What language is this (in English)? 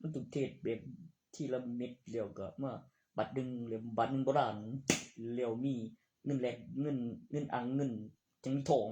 Northeastern Thai